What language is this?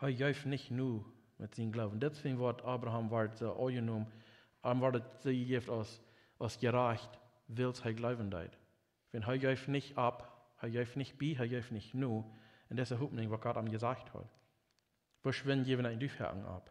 Plautdietsch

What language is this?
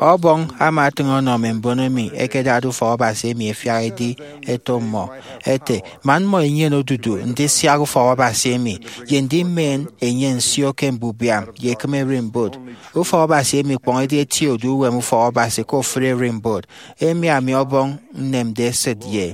Efik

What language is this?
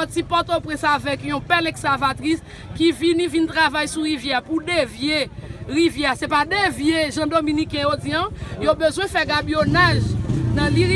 Haitian Creole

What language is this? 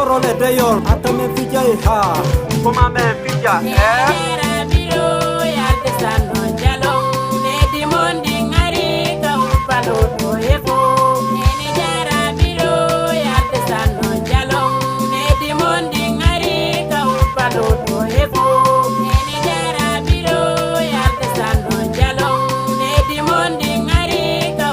Fula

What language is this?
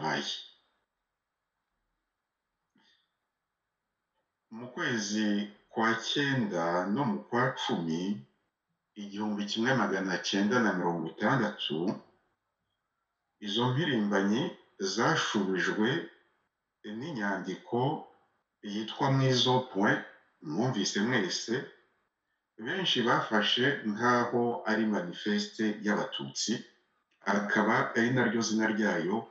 Kinyarwanda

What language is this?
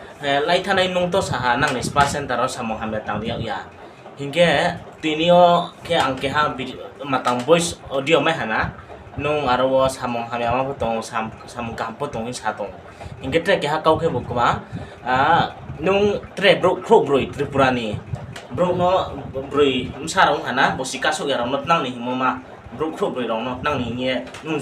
Riang (India)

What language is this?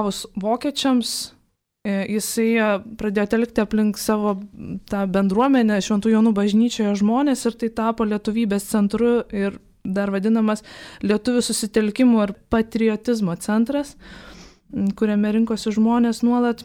Lithuanian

